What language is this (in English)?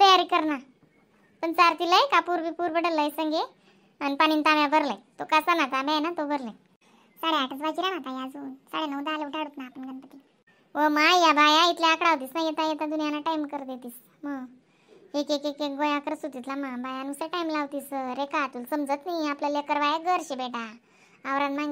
Khandesi